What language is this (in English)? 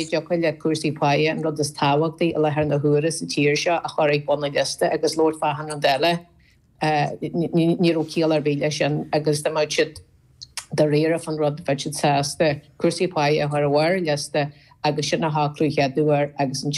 Irish